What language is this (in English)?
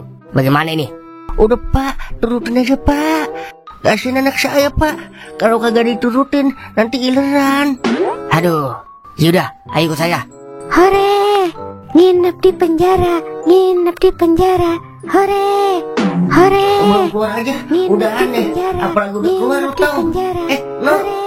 Betawi